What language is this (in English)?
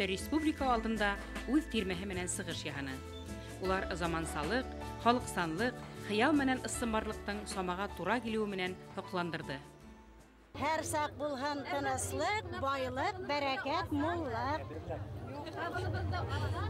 Bashkir